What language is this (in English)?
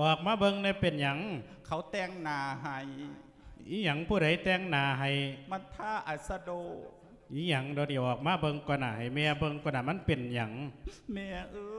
Lao